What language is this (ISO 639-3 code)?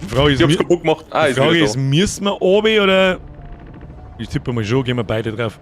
bar